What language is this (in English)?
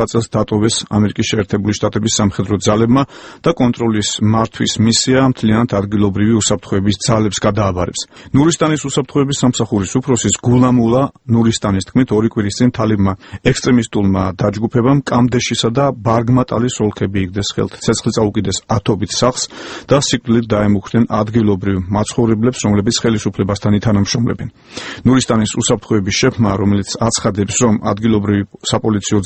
Georgian